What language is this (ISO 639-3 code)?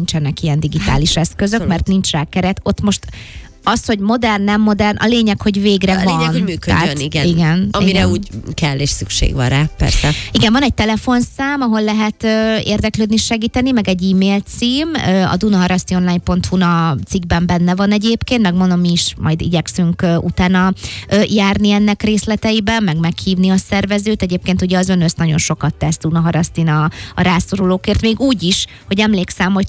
hun